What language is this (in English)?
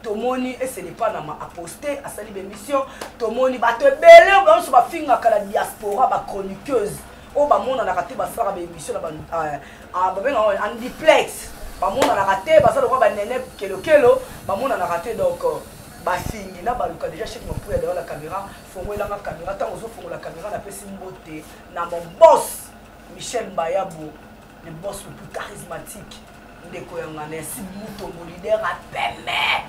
Lingala